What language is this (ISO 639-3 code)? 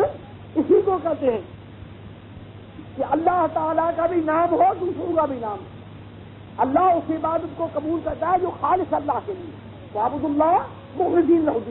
urd